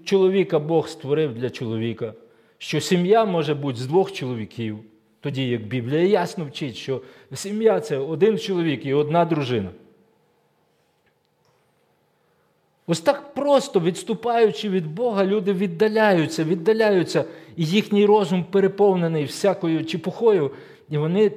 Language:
Ukrainian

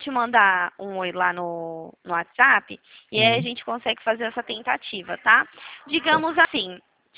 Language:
Portuguese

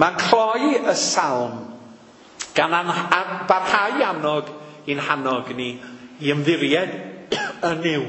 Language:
Welsh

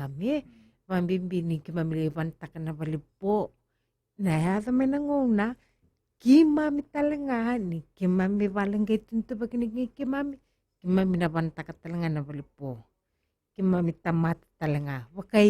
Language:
Fijian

